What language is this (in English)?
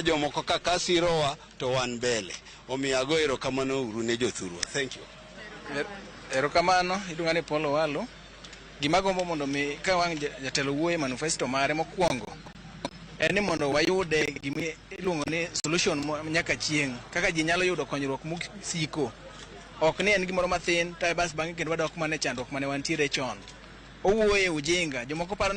Luo (Kenya and Tanzania)